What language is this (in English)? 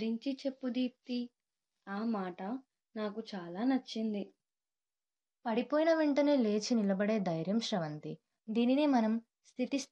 Telugu